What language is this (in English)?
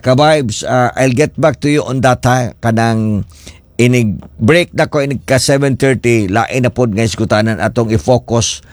Cebuano